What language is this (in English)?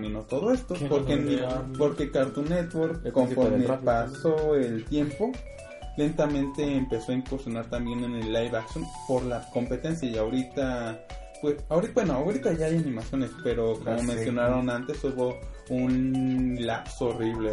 Spanish